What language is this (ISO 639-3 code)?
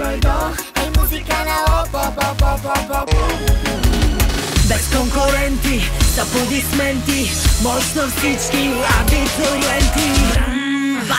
bul